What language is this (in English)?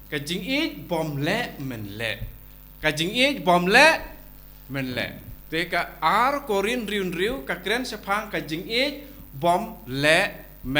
Khasi